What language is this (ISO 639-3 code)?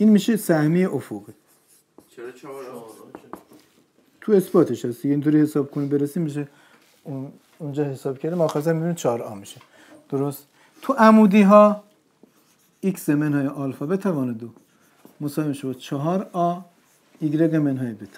fas